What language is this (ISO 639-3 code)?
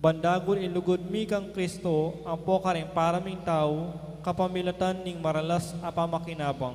pam